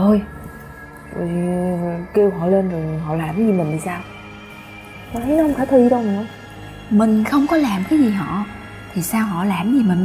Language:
Vietnamese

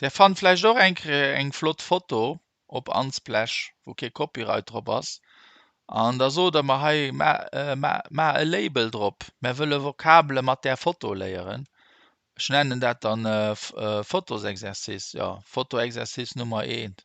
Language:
Luxembourgish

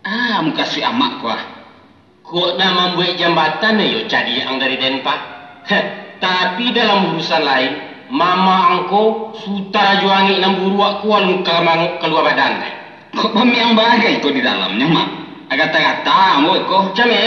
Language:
Minangkabau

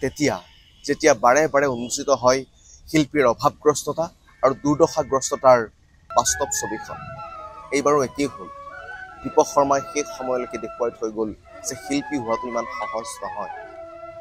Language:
Assamese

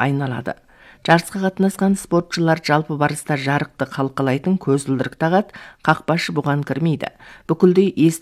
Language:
Kazakh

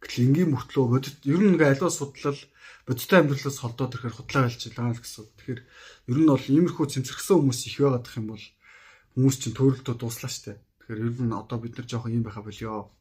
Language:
Mongolian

